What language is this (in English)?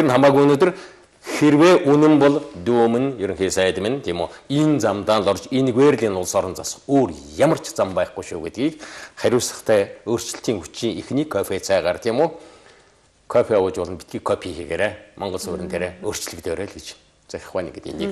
Mongolian